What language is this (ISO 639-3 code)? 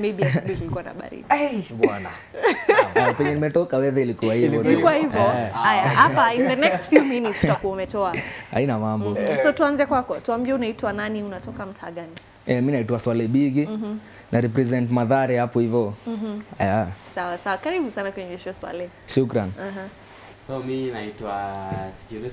swa